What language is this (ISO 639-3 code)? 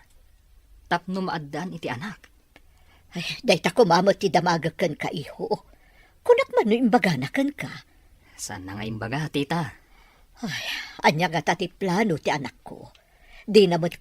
ilo